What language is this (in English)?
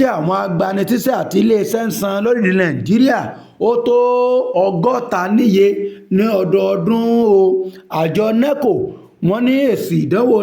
Yoruba